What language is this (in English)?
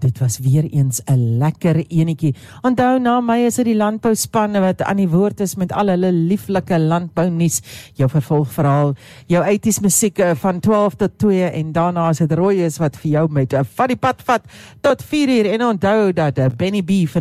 Afrikaans